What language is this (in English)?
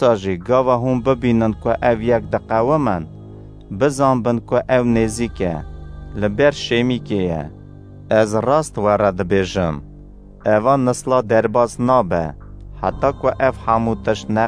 Kurdish